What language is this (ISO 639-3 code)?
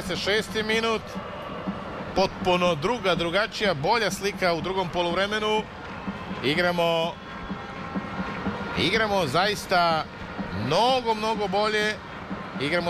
srp